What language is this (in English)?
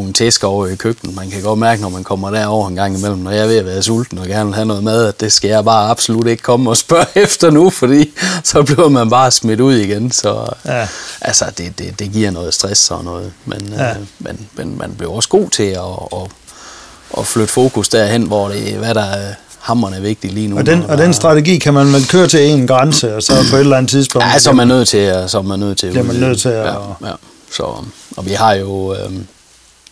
Danish